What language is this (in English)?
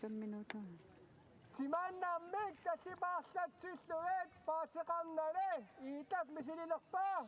Kalaallisut